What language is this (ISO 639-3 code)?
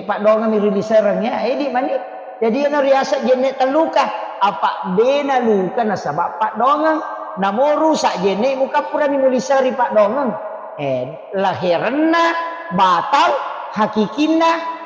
bug